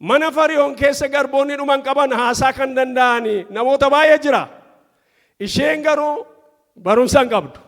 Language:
Oromo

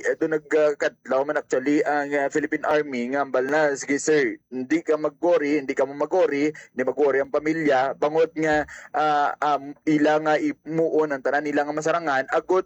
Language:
Hiligaynon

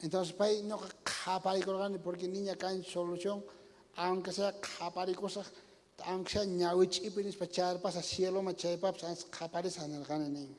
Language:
South Bolivian Quechua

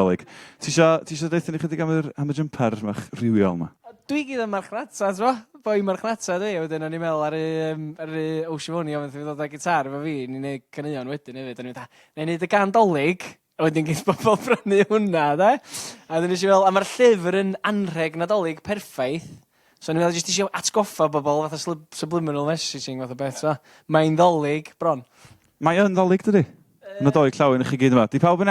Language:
Welsh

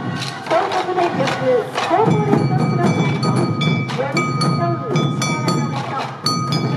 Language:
Japanese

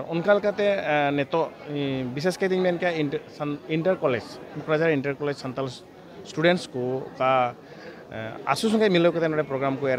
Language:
Santali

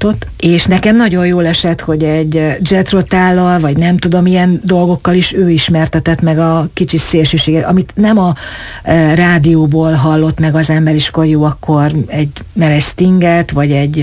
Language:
Hungarian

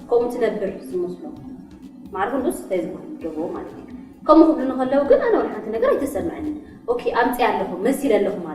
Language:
Tigrinya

